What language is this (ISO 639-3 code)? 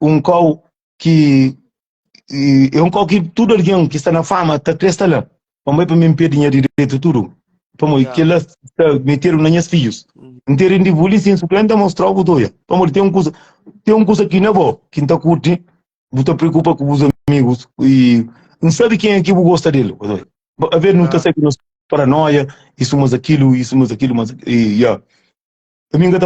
kea